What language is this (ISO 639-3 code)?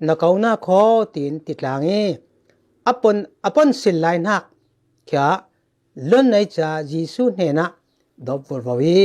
cfm